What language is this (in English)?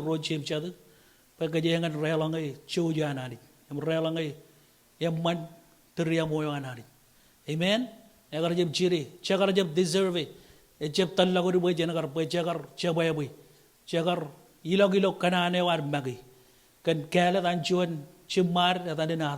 Marshallese